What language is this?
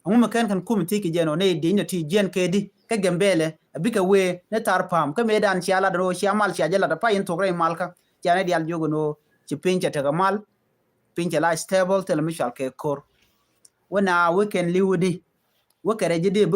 Nuer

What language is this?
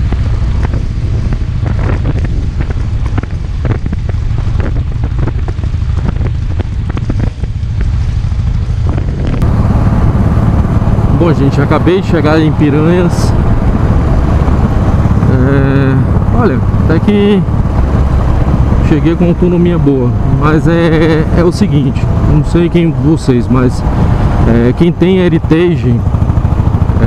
Portuguese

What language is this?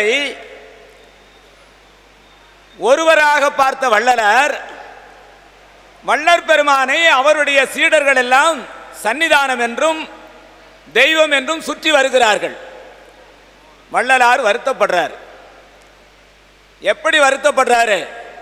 Tamil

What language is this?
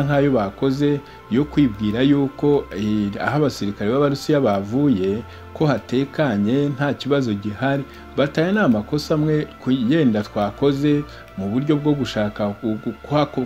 Kinyarwanda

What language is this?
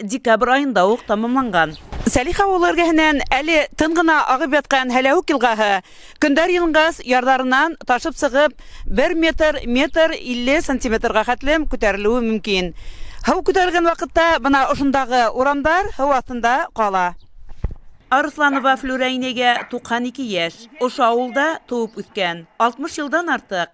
Bashkir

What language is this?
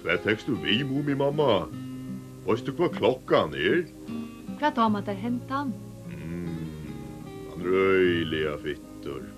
Faroese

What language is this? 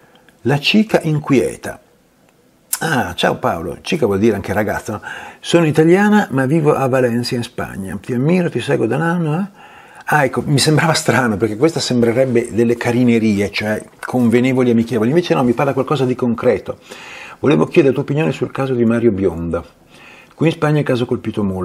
Italian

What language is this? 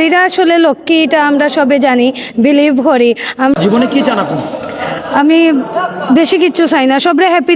Sylheti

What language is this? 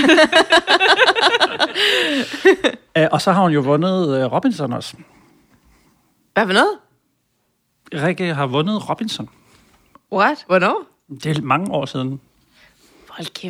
Danish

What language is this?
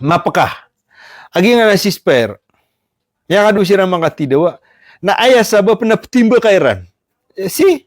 Maranao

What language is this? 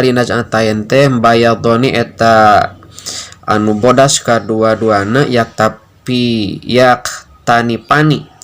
Sundanese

